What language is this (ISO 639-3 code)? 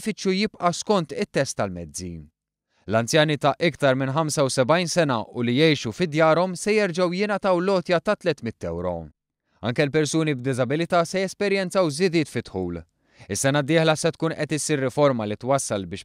mlt